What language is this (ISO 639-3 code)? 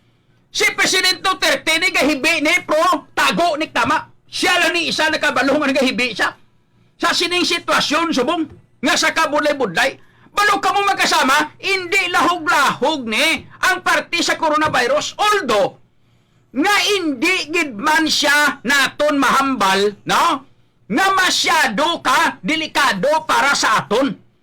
hil